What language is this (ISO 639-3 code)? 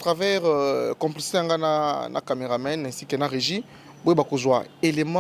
lin